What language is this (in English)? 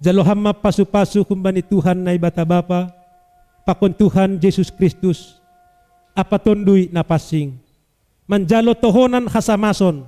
Batak Simalungun